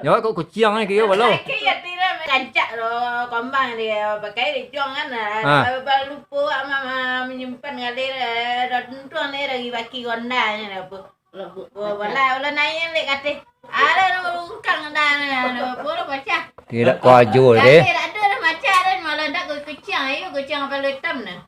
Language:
Minangkabau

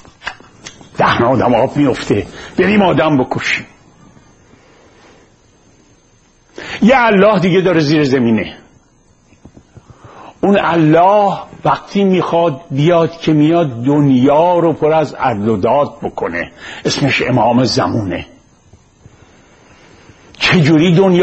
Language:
Persian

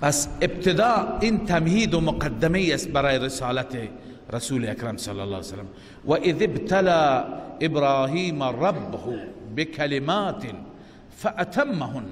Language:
Persian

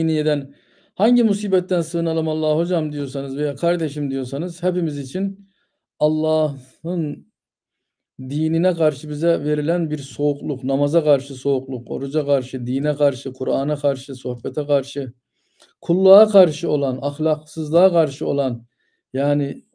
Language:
Turkish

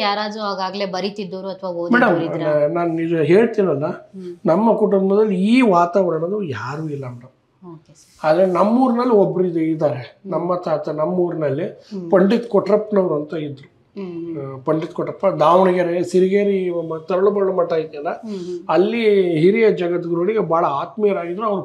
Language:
Kannada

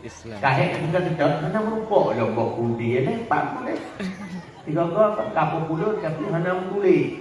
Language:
Achinese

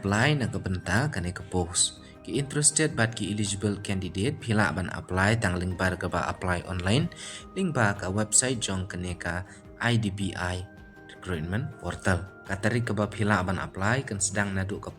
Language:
Khasi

